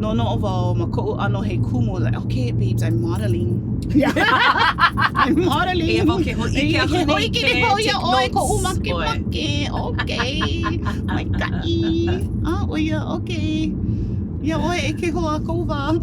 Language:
Hawaiian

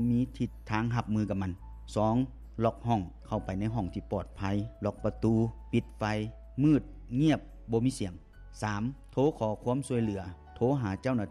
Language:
Lao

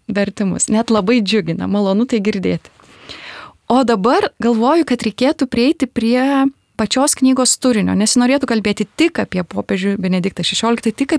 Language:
Lithuanian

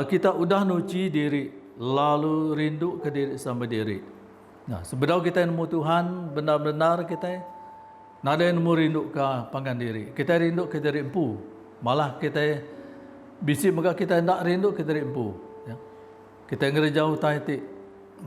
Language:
Iban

